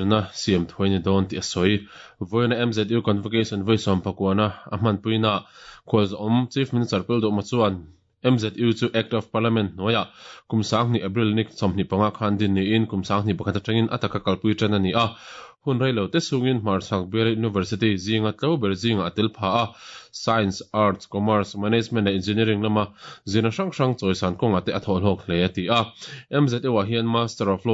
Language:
Mizo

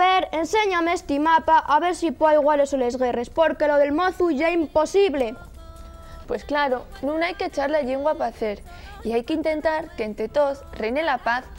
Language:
Asturian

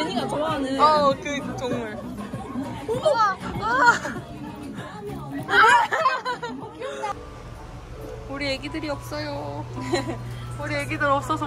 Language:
Korean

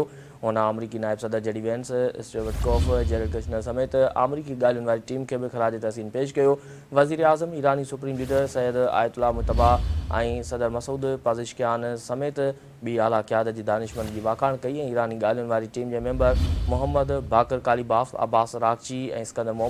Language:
Sindhi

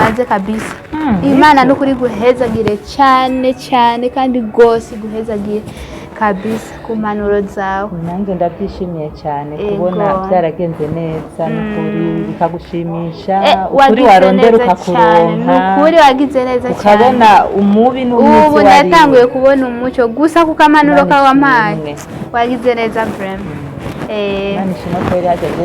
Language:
Rundi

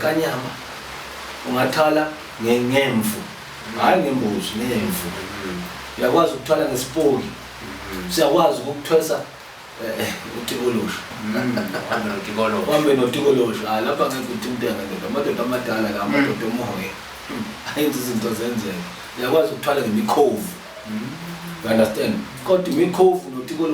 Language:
Zulu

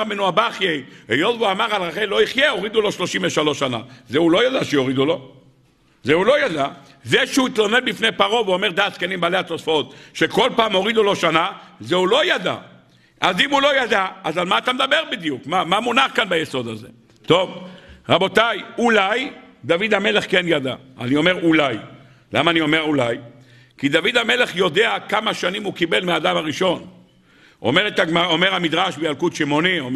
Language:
Hebrew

